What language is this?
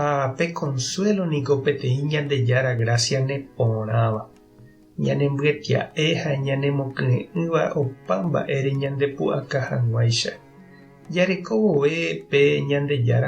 Guarani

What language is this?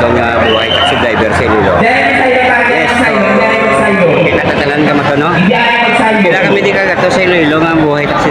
Hiligaynon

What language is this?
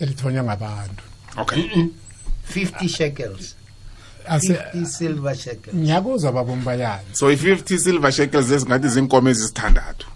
South Ndebele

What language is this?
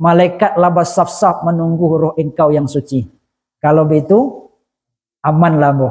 Minangkabau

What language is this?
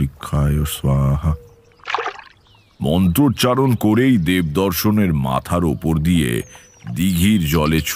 Bangla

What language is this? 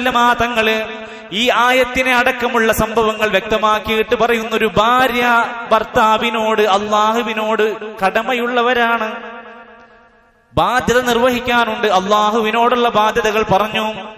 Malayalam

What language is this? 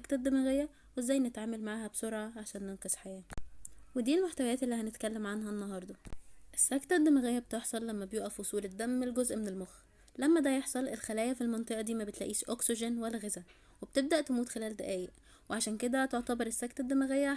Egyptian Arabic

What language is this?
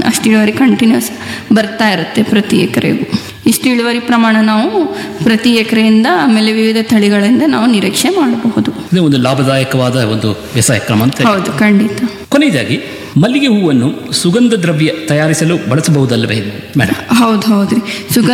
Kannada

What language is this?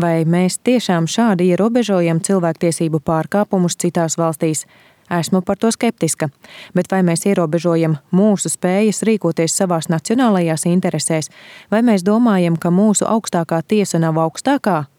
Latvian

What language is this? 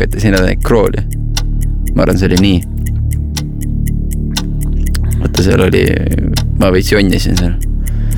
Estonian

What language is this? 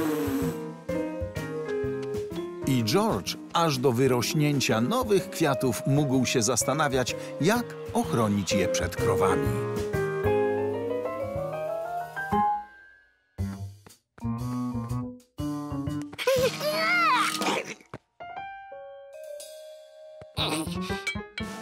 Polish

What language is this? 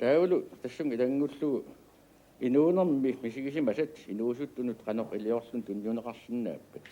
Kalaallisut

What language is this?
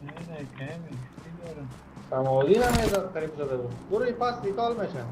Tajik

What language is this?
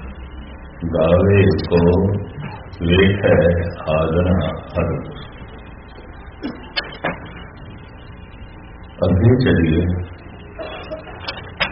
Punjabi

